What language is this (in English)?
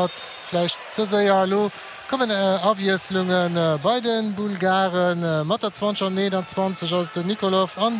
Luxembourgish